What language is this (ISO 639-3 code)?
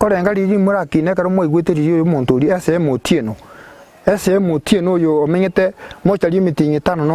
guz